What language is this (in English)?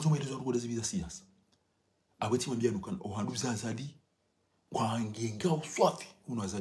Ngazidja Comorian